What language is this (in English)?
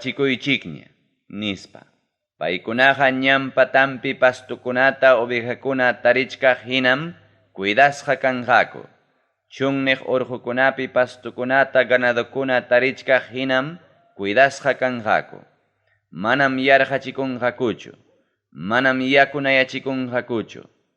Ayacucho Quechua